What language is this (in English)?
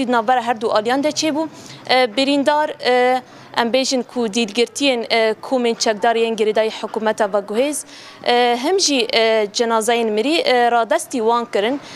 Kurdish